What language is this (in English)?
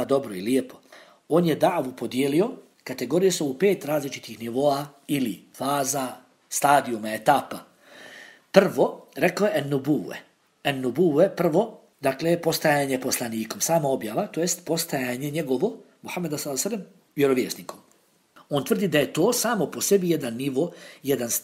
Bosnian